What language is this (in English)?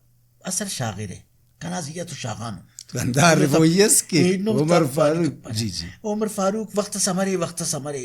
Brahui